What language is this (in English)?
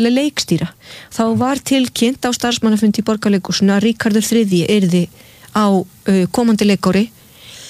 Icelandic